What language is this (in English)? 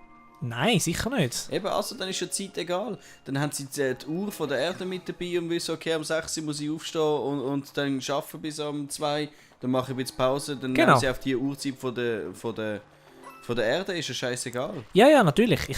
Swiss German